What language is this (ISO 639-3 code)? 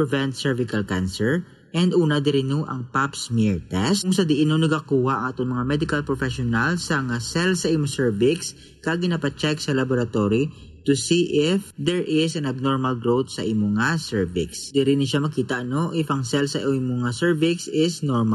hil